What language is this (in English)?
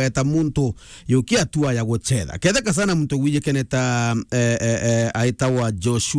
Meru